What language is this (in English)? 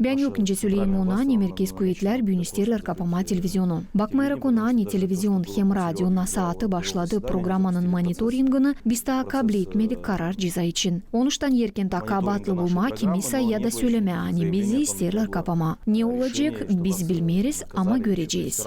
Gagauz